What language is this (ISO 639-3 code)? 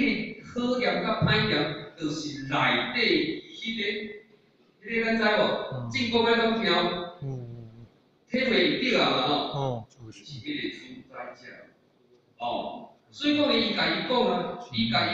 nan